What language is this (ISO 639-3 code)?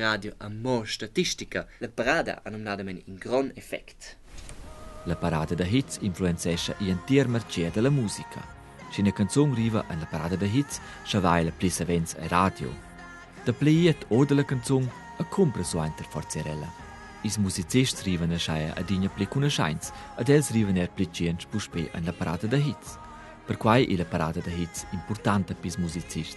roh